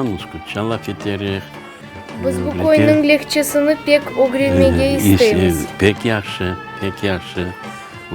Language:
Crimean Tatar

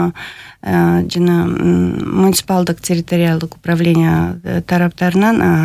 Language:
Kyrgyz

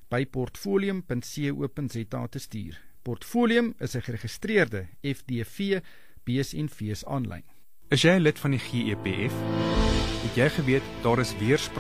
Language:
Afrikaans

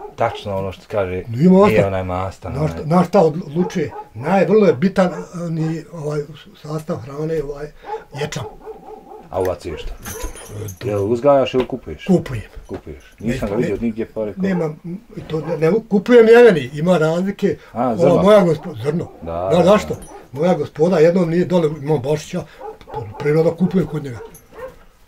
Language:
Bosnian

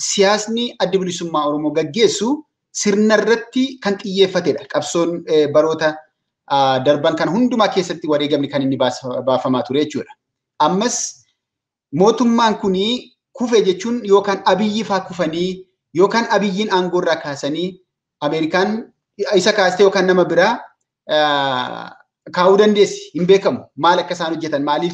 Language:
Oromo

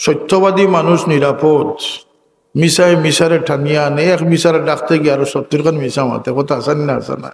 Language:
Sylheti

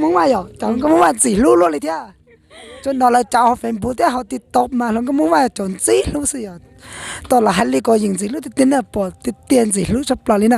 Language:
Hmong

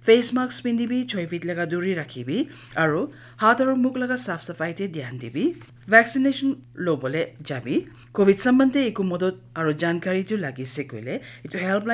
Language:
Naga Pidgin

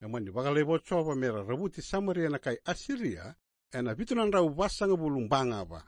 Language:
Fijian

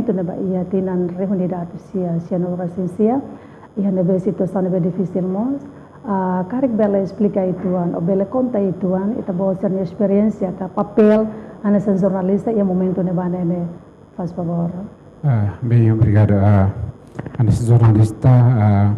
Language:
Tetum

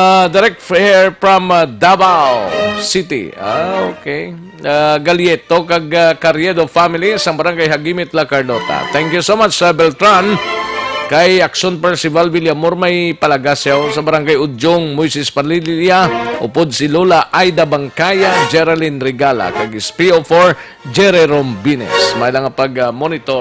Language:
Hiligaynon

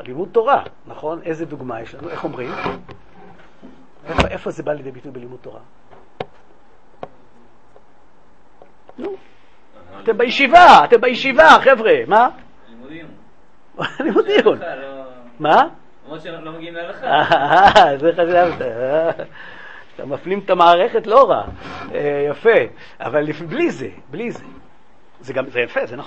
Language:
Hebrew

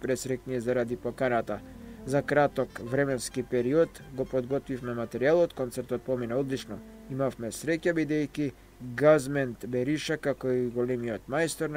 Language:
Macedonian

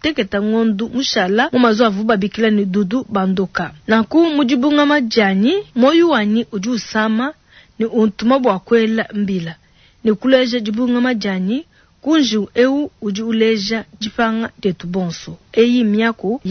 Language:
Luba-Lulua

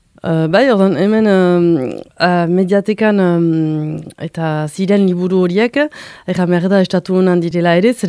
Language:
Basque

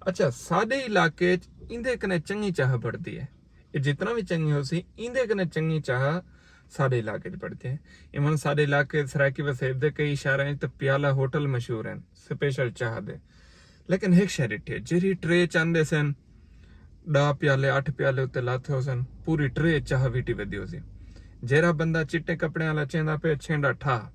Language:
Saraiki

